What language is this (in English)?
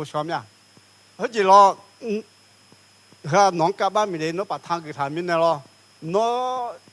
Akha